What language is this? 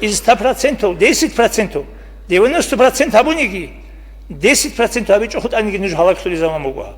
Avaric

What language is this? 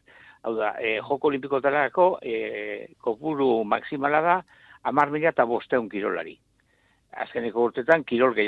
Basque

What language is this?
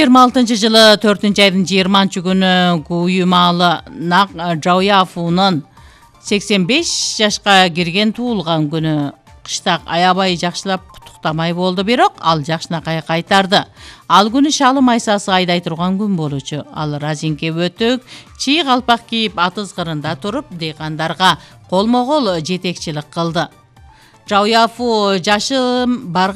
Kyrgyz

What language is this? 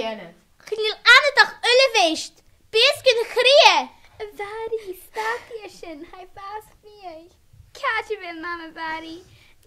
Scottish Gaelic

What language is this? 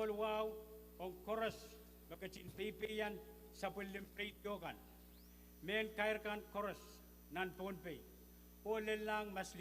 Pohnpeian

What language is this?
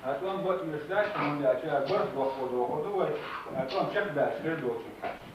Chechen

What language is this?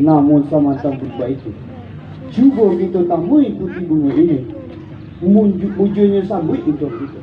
Minangkabau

